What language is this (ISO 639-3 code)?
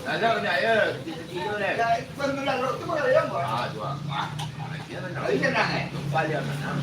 min